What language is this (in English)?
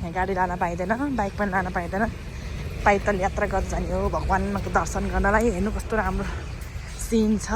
Nepali